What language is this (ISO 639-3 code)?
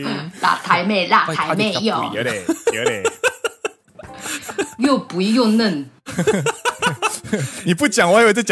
zho